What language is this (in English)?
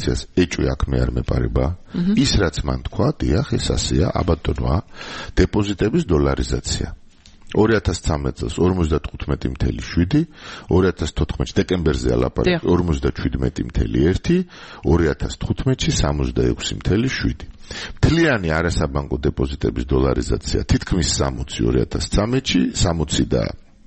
Georgian